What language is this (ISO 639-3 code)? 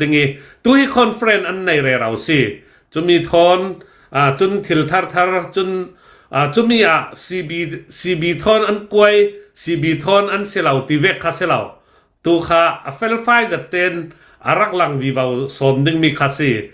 cnh